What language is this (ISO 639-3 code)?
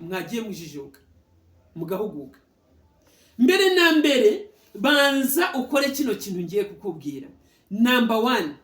kin